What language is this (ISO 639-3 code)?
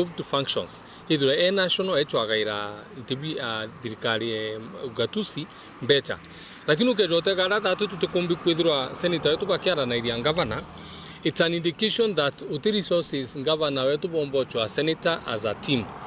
mer